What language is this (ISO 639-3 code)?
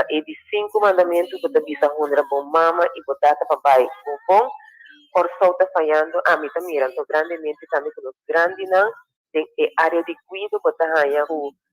pap